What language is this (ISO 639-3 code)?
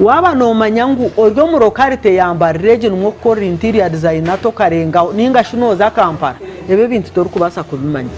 nyn